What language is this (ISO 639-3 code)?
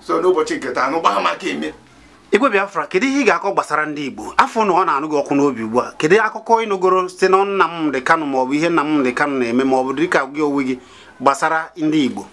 ibo